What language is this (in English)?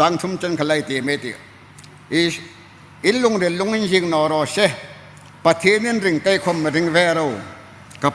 Mizo